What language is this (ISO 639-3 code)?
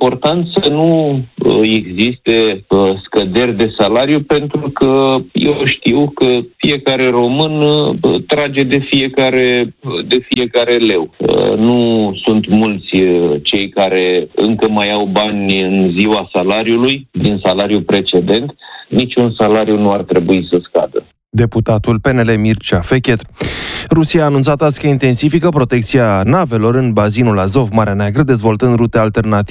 ron